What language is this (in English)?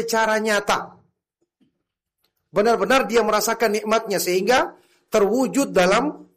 Indonesian